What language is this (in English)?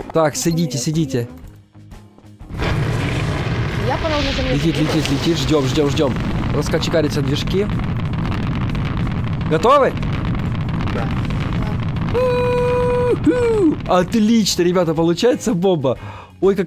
Russian